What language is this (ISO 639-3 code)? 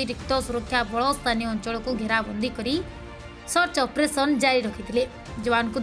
ori